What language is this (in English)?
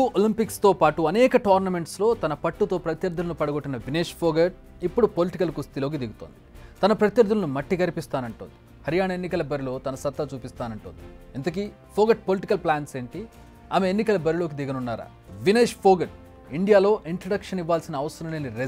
Telugu